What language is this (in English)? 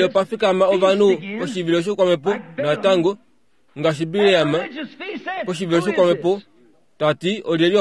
Kuanyama